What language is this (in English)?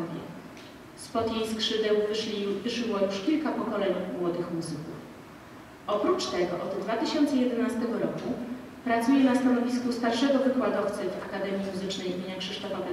Polish